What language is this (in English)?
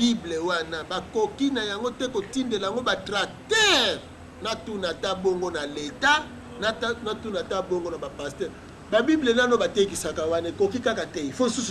Lingala